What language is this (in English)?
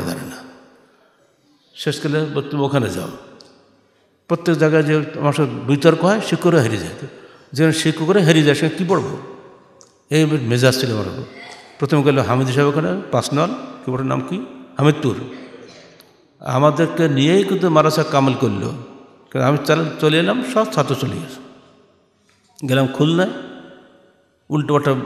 Bangla